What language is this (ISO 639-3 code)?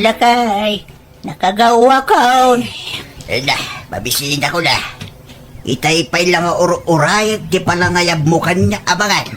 ilo